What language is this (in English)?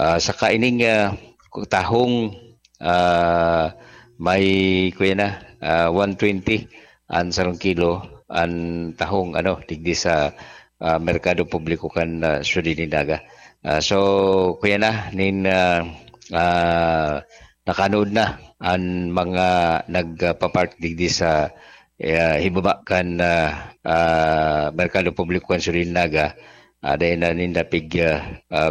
Bikol